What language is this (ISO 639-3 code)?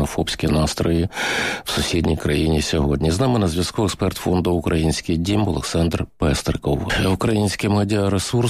ukr